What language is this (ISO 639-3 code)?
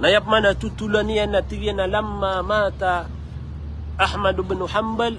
mrw